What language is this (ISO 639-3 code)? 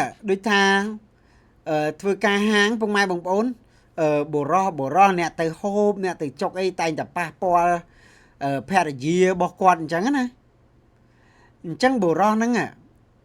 khm